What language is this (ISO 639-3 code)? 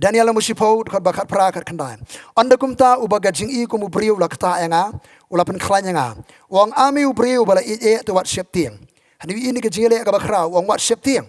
kha